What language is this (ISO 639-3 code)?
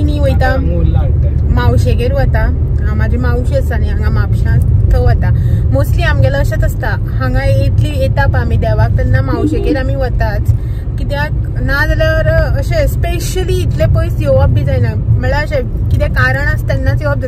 kok